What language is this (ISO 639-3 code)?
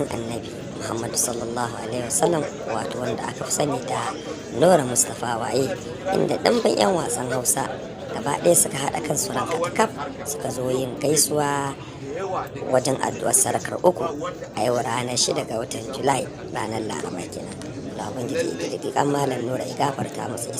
hau